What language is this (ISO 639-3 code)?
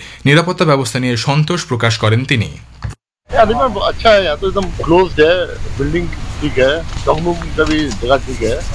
ben